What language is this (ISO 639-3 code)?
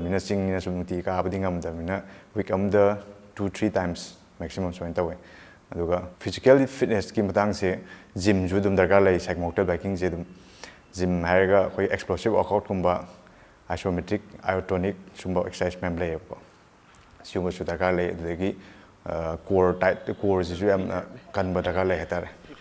mni